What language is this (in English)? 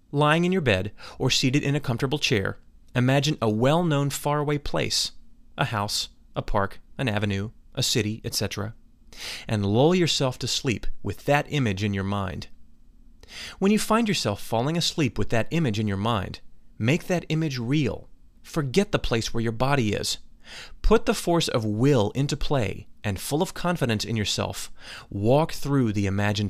English